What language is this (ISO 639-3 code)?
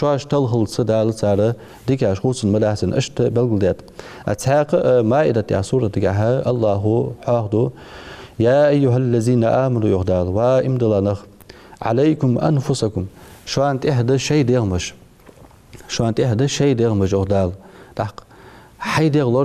inh